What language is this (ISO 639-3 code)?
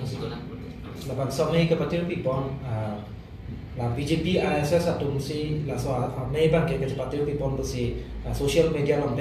mjw